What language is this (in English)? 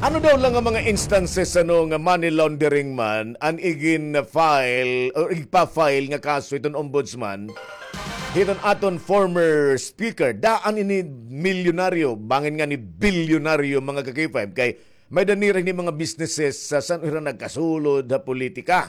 Waray